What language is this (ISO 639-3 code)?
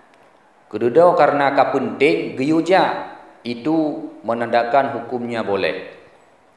ace